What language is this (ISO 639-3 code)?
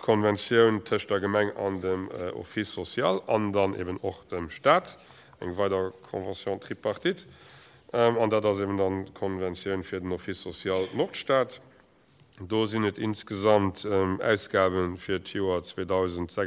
ltz